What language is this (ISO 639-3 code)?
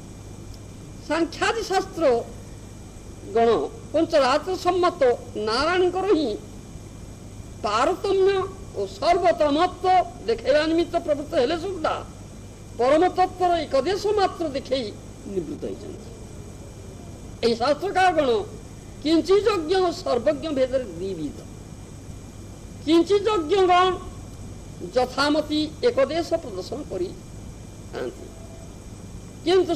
ori